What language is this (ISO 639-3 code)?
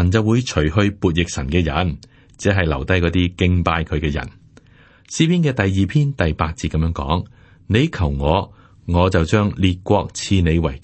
yue